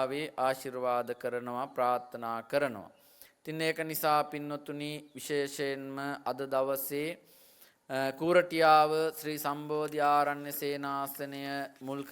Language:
Sinhala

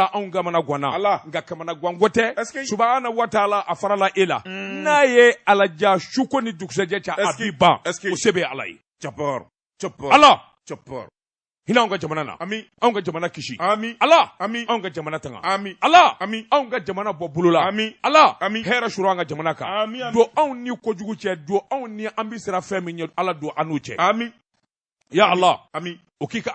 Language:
Bambara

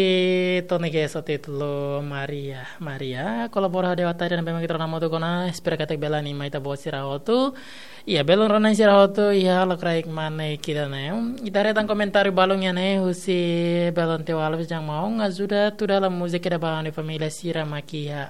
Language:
Tetum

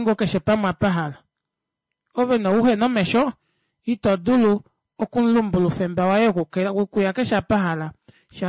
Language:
Kuanyama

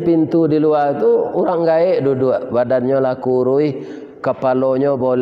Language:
Minangkabau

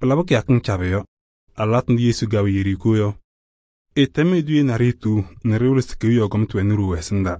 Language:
Kabiyè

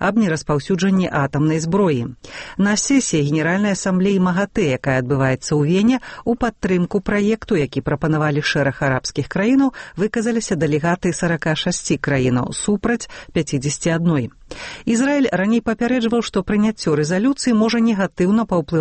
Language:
Belarusian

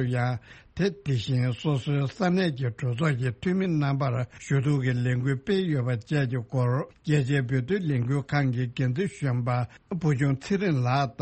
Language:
Tibetan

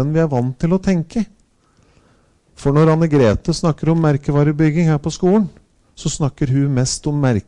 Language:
Norwegian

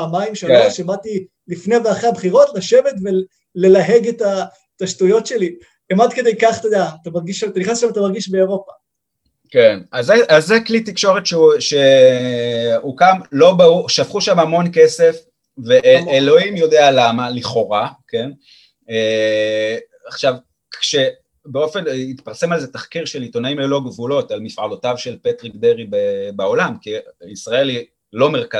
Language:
Hebrew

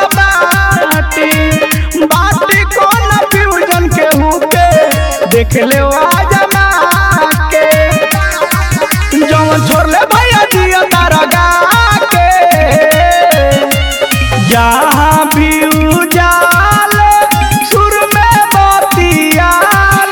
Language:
Bhojpuri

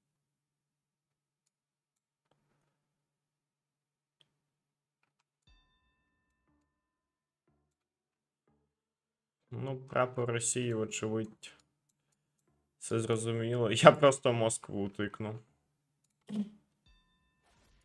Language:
Ukrainian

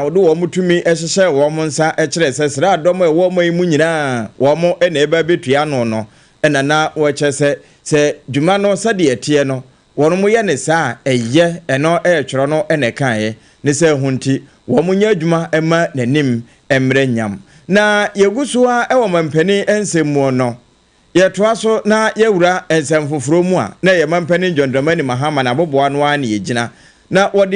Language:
Akan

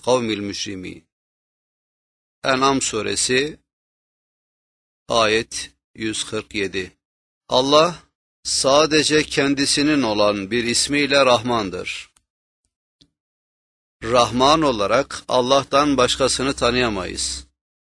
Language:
Turkish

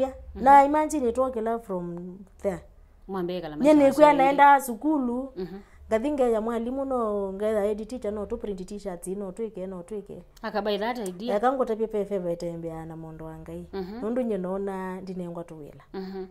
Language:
Kamba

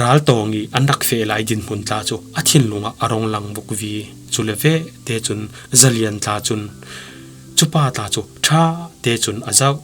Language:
Falam Chin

